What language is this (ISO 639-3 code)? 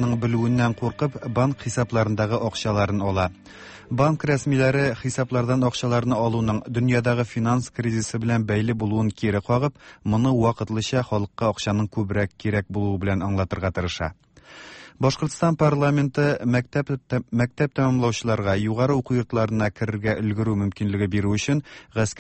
tat